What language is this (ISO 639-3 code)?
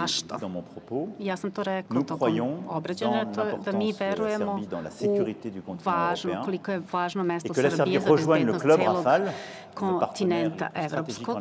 srp